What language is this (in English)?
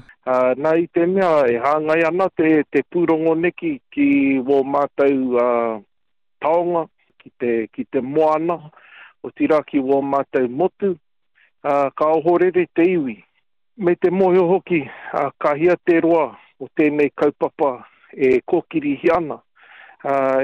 Māori